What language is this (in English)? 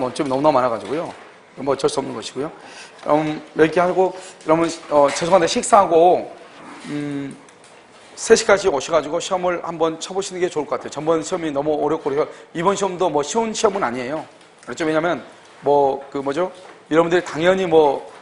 Korean